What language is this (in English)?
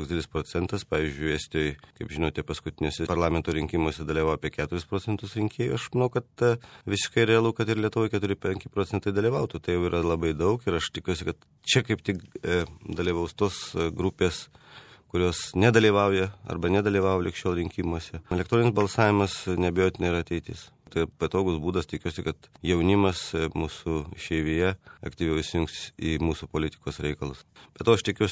Lithuanian